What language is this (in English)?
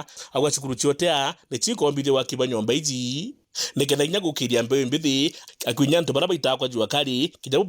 Meru